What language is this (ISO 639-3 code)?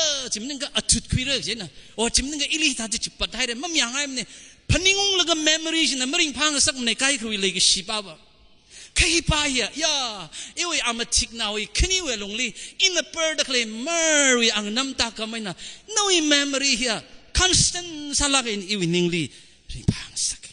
nmf